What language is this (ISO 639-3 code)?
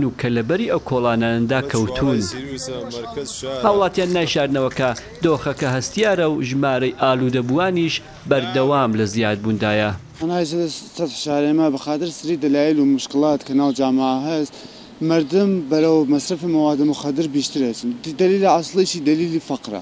ckb